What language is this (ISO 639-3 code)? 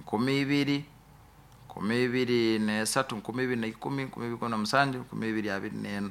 nyo